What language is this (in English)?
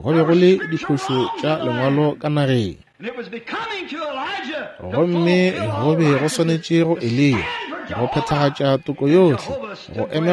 Northern Sotho